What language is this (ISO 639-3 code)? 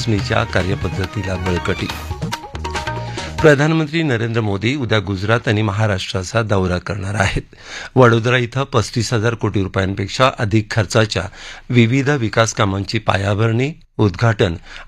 mar